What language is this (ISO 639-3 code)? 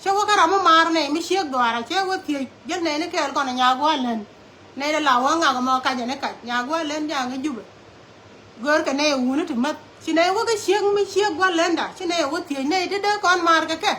nus